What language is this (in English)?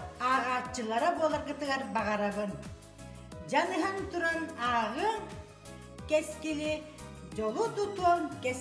Yakut